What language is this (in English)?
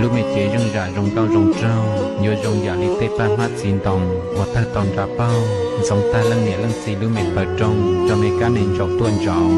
Hmong